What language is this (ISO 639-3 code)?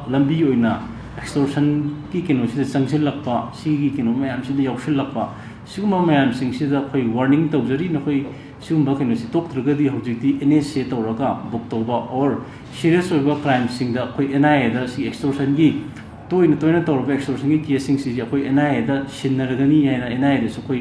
mni